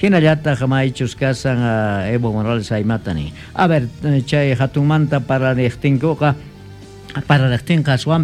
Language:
Quechua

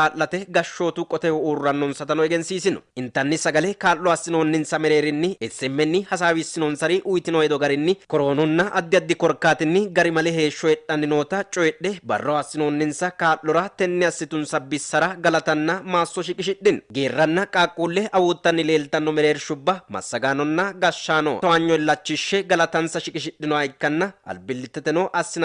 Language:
Sidamo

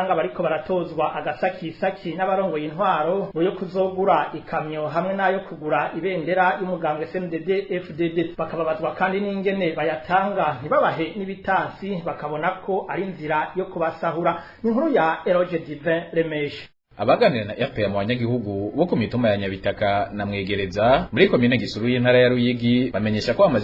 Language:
Rundi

